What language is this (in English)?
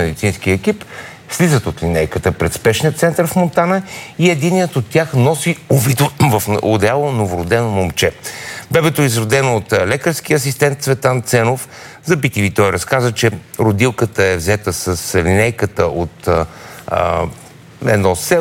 Bulgarian